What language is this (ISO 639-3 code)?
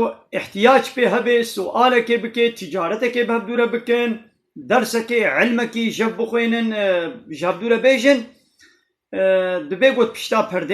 kur